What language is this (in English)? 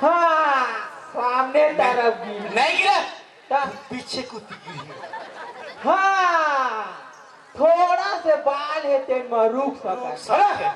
Chhattisgarhi